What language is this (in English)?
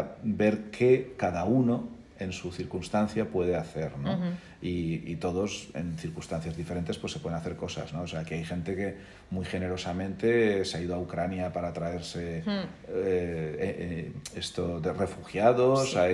Spanish